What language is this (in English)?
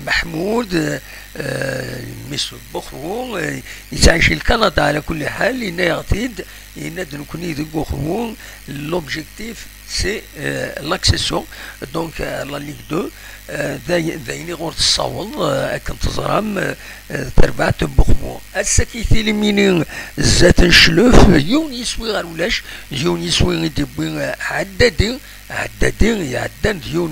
Kabyle